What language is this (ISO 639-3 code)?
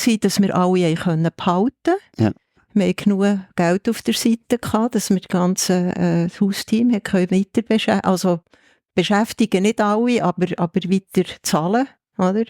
gsw